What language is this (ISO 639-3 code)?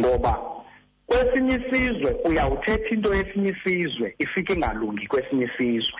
xho